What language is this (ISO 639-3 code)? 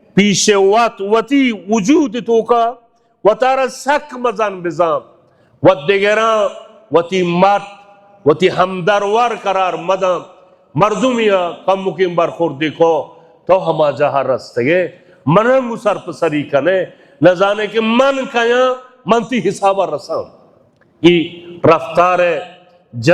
bal